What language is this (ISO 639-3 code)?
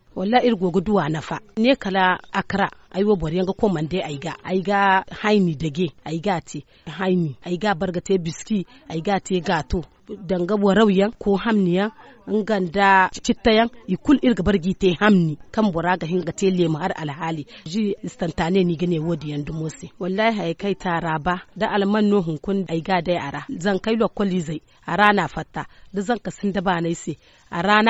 dje